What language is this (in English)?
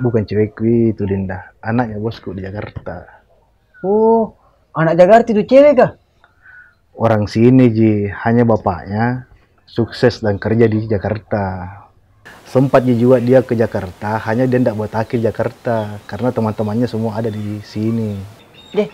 Makassar Malay